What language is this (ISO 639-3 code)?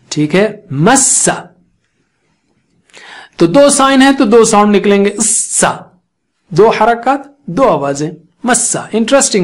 urd